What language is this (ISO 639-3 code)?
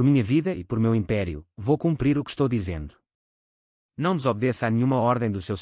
por